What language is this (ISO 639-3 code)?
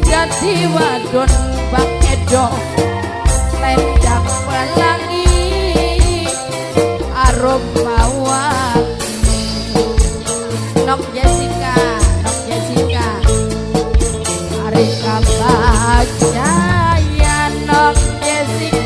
jav